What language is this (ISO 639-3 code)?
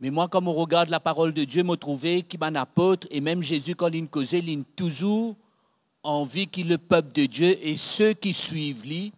mfe